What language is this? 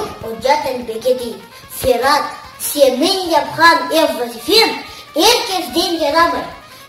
Crimean Tatar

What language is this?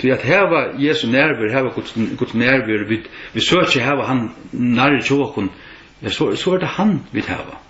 Faroese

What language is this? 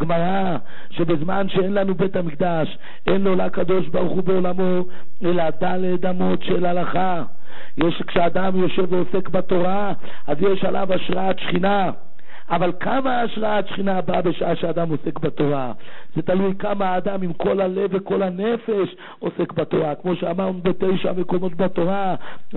Hebrew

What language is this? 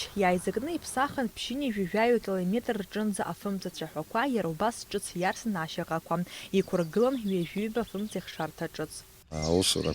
Abkhazian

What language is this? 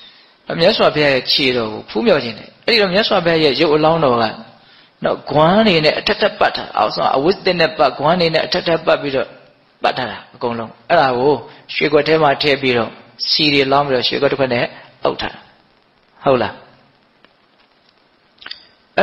Burmese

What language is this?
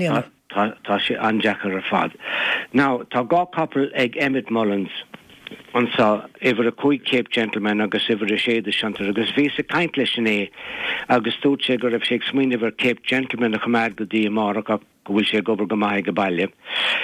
Irish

